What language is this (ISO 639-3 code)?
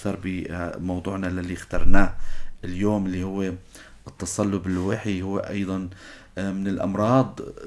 apc